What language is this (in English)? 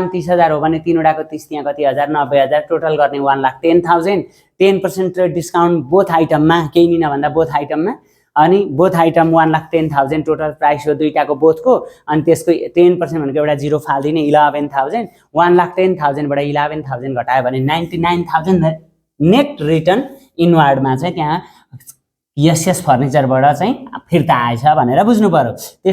Nepali